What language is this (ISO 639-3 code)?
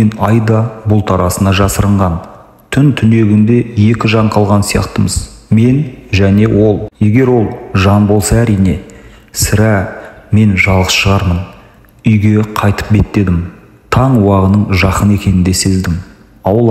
kaz